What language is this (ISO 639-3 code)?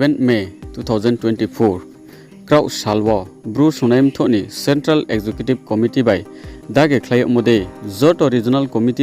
ria